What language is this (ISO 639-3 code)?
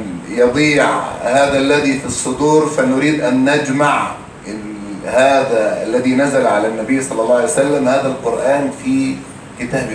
arz